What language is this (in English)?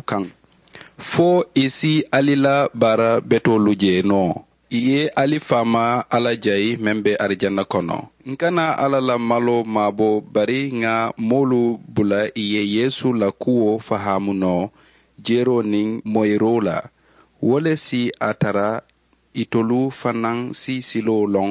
Mandingo